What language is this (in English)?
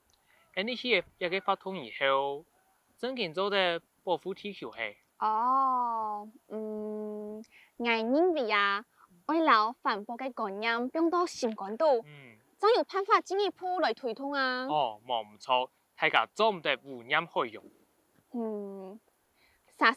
Hakka Chinese